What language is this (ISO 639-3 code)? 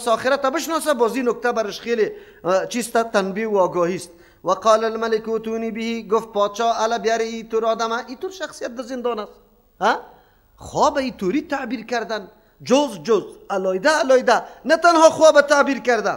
fas